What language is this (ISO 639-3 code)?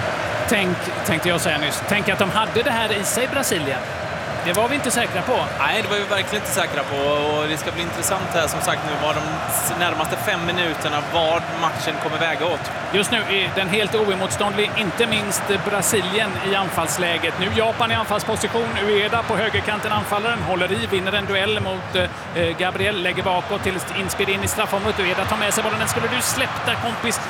swe